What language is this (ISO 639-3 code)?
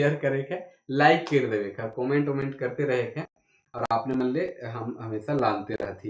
sck